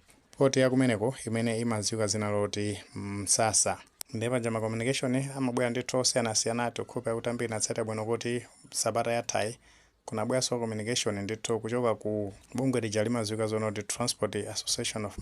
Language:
Nyanja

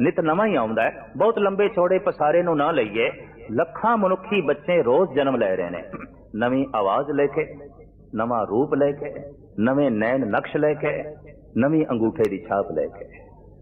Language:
Punjabi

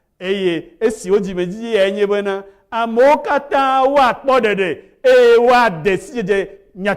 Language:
Ewe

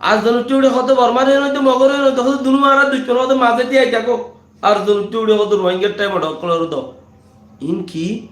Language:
Rohingya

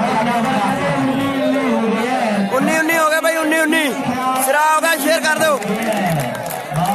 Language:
Punjabi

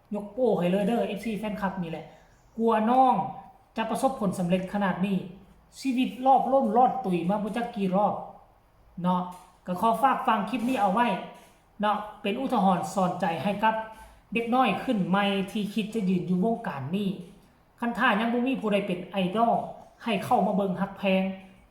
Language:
Northeastern Thai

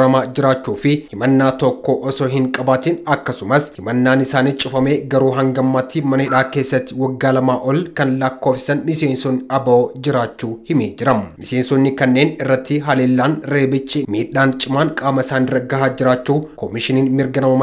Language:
Oromo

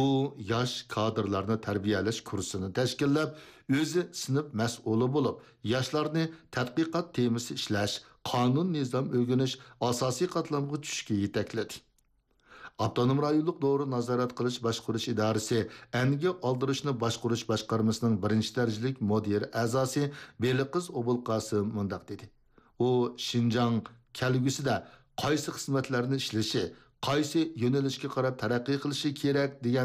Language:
Uyghur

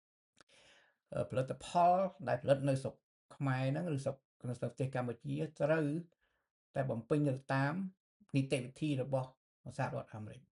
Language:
Khmer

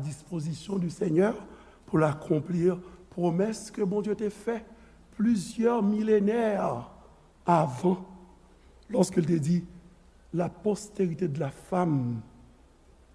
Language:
Haitian Creole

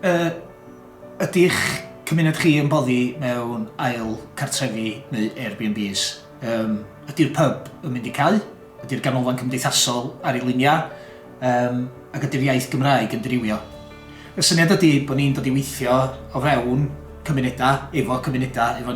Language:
Welsh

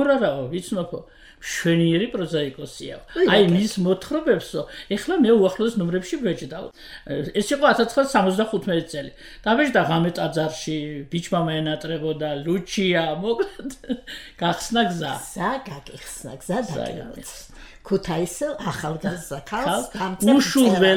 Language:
Georgian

